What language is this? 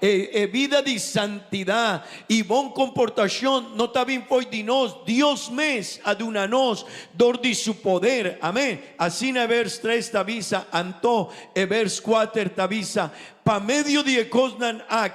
Papiamento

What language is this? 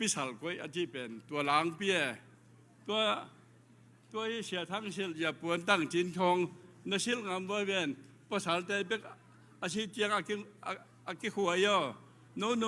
Tedim Chin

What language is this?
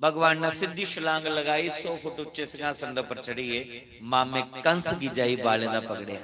Dogri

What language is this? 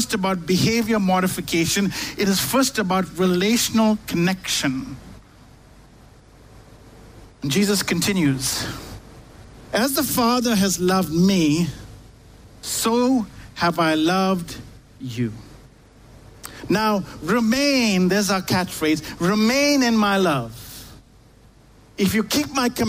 English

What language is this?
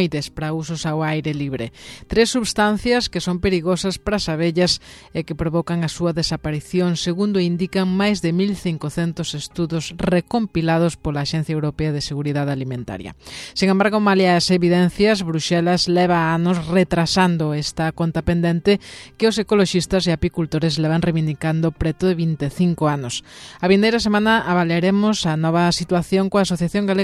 Galician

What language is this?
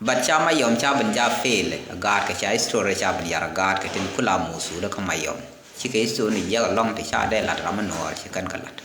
Nuer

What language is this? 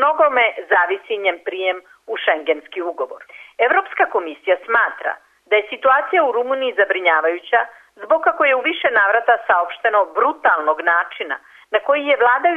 Serbian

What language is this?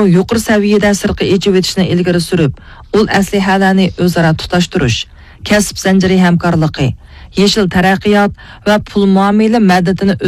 Uyghur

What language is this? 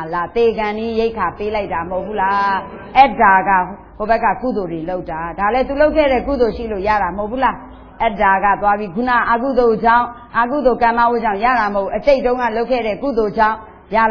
Burmese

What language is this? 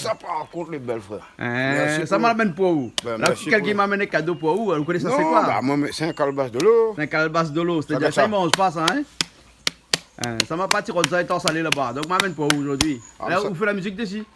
Réunion Creole French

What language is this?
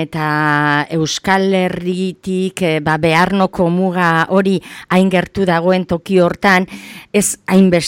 Basque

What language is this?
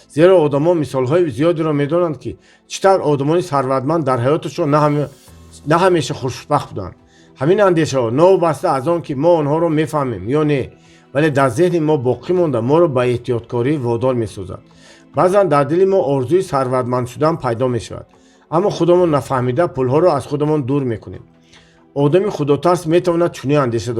Tajik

